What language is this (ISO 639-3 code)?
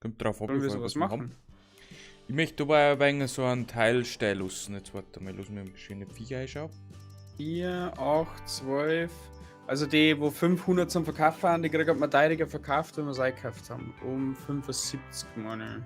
bar